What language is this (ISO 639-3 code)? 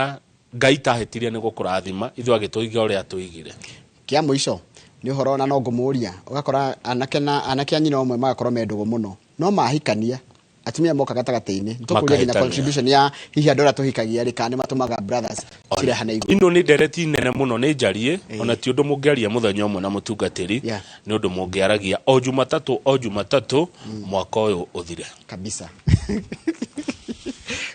kik